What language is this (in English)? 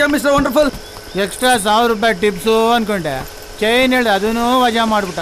Kannada